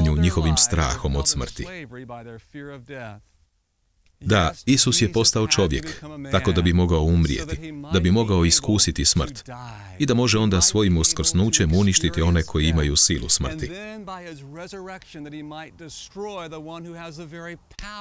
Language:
Croatian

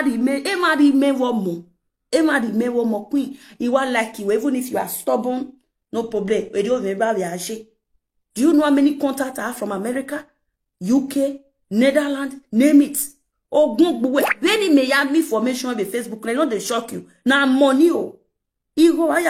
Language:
Nigerian Pidgin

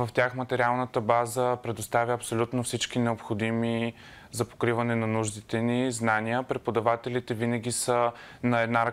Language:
Bulgarian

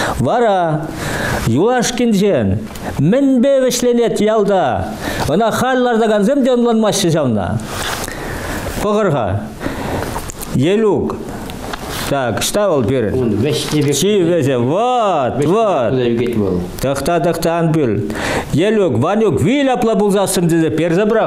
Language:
Chuvash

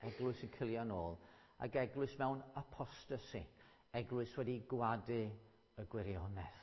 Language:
Welsh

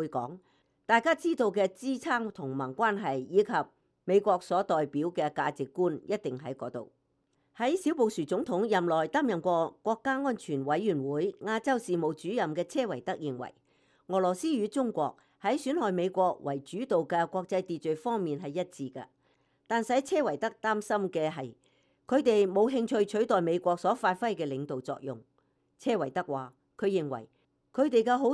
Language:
Cantonese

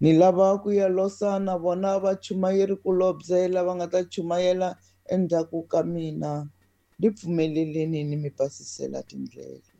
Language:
Tsonga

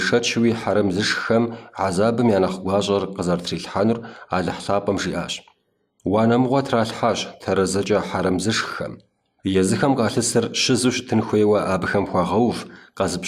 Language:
Kabardian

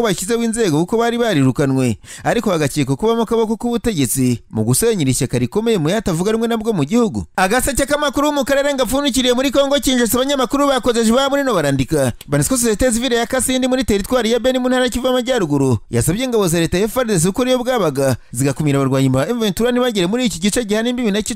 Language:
Kinyarwanda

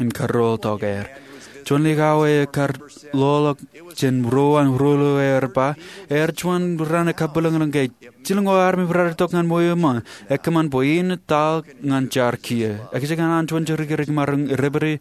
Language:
Marshallese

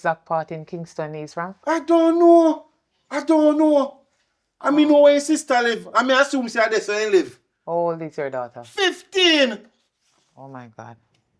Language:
Jamaican Creole English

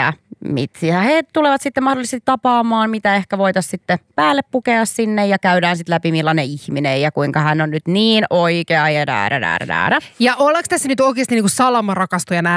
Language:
Finnish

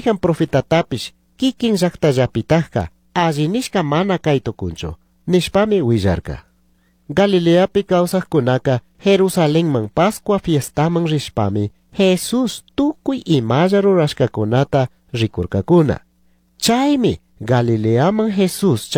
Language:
Chimborazo Highland Quichua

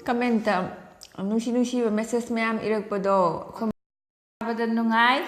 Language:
Manipuri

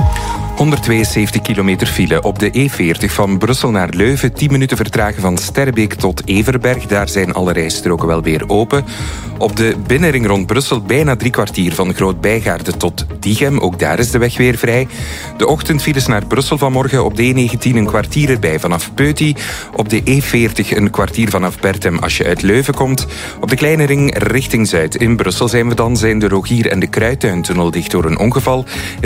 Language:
Dutch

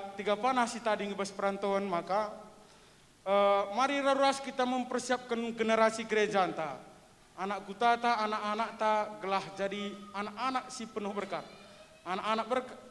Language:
Batak Karo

